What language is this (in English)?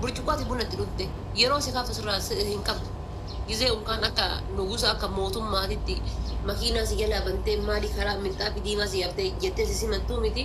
Oromo